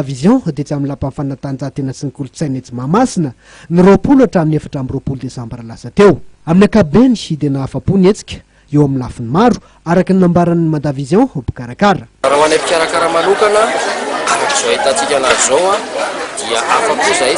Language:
Malagasy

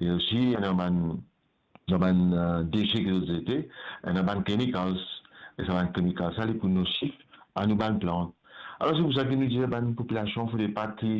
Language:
Morisyen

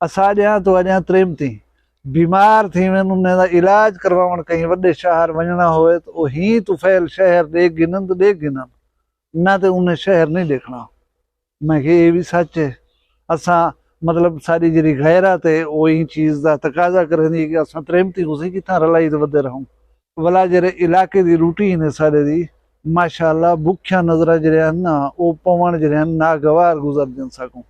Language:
Saraiki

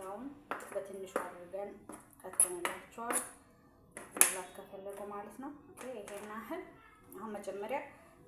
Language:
Amharic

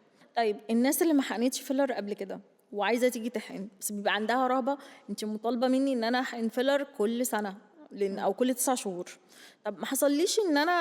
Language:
Egyptian Arabic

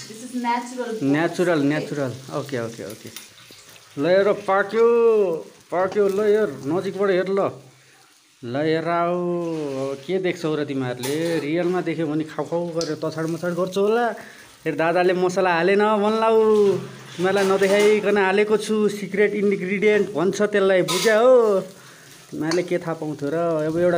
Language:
Nepali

